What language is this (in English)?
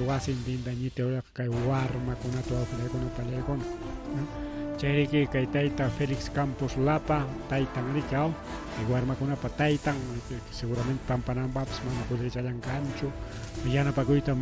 Ayacucho Quechua